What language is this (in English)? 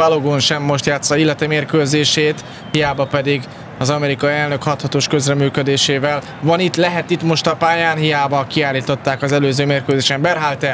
Hungarian